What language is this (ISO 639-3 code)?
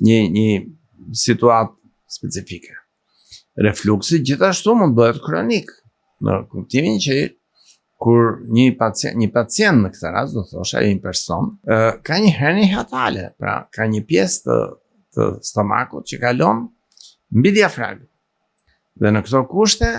sqi